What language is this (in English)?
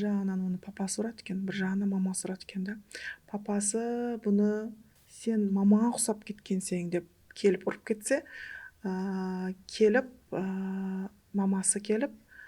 Kara-Kalpak